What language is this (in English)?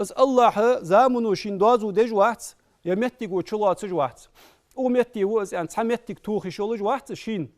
Ingush